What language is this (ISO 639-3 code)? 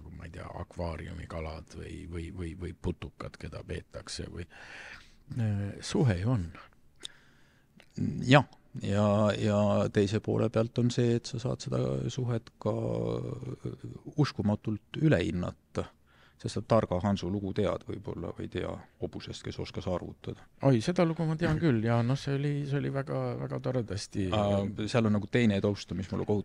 est